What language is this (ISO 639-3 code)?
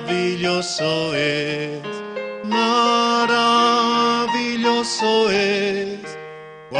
aym